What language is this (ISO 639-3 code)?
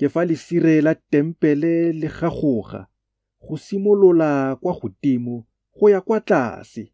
tsn